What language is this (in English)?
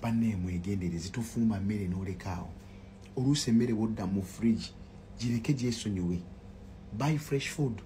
Ganda